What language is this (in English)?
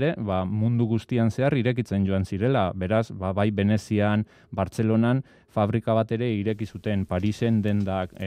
Basque